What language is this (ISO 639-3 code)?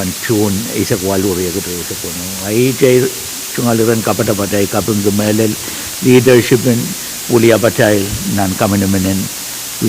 pon